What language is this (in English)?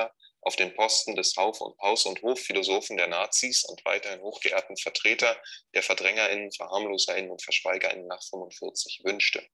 German